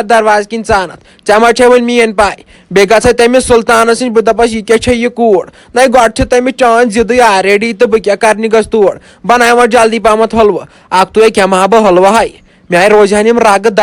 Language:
Kashmiri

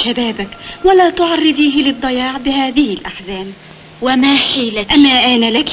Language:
Arabic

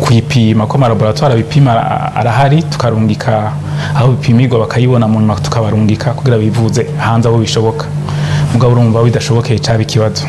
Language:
Rundi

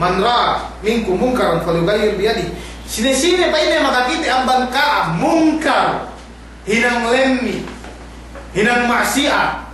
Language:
Yakan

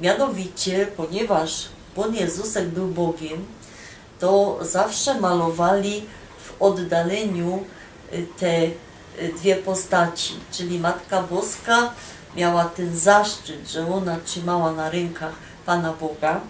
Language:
Silesian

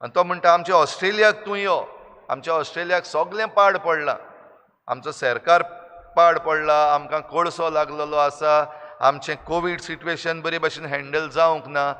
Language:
Konkani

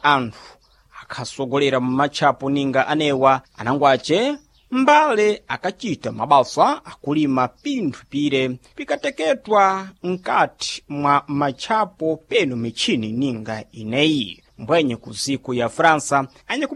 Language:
Sena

